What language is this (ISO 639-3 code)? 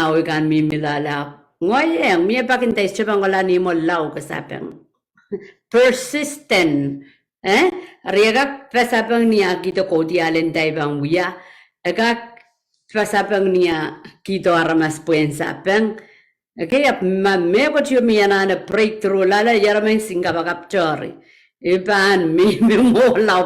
pon